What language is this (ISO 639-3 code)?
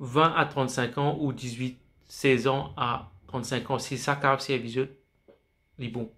mfe